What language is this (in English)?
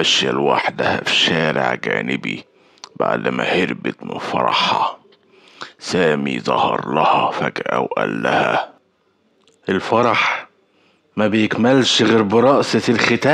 Egyptian Arabic